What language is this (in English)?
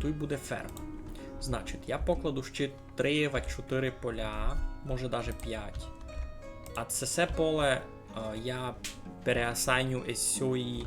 Rusyn